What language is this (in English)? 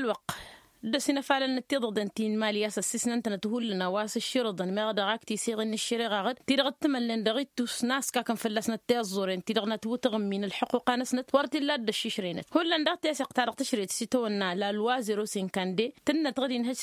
Tamasheq